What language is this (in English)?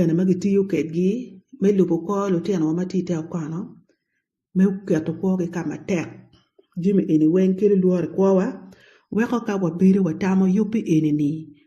Acoli